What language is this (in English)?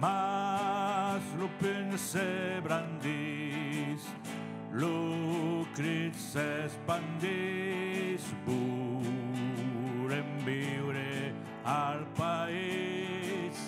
Occitan